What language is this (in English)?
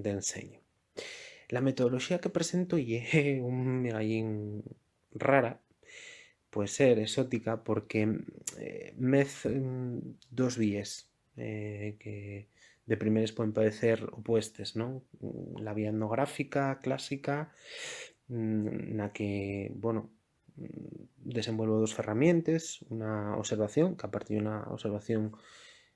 Asturian